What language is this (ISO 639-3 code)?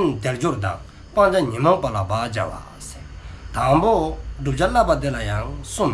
dzo